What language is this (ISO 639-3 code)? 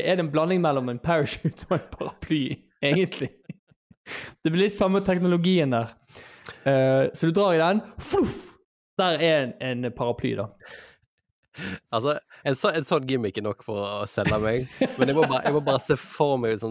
nor